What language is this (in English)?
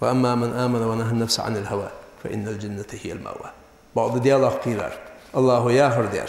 Ingush